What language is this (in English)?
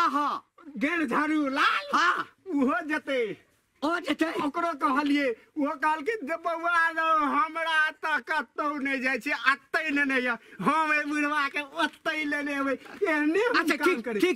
Maithili